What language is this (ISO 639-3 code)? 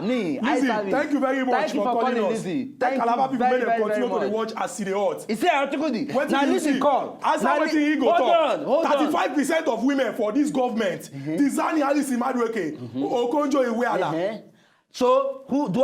pcm